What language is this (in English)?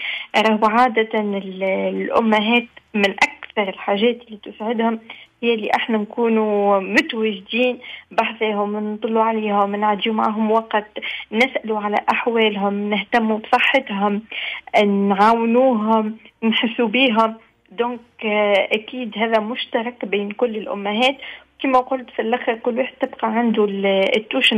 Tunisian Arabic